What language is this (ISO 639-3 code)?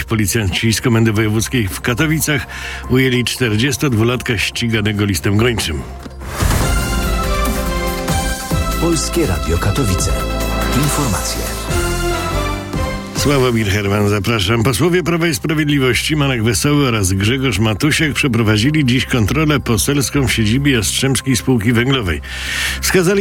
pol